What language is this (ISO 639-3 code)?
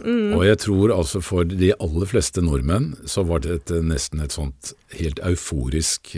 nor